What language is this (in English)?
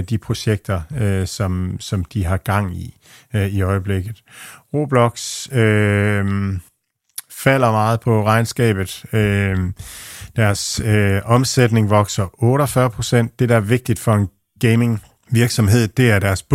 Danish